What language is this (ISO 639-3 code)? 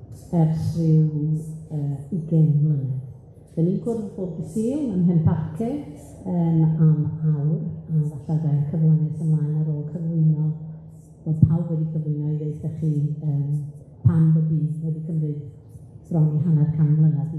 cym